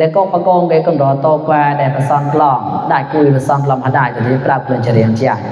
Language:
Mon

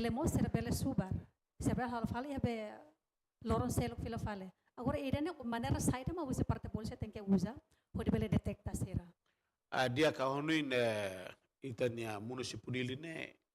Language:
Tetum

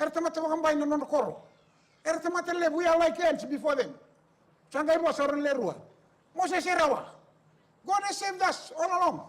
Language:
Fijian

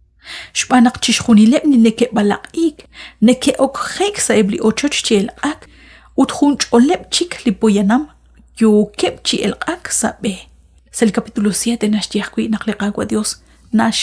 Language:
Kekchí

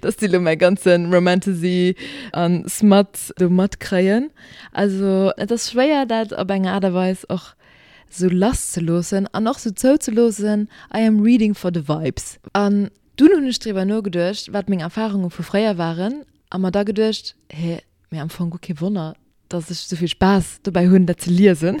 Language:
Luxembourgish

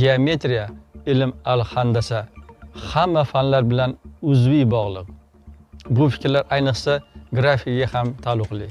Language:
Uzbek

